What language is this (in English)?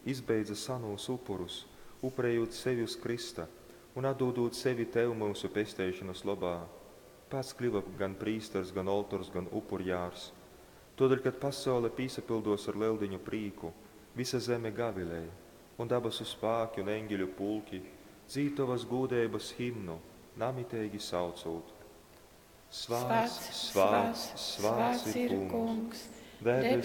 Latgalian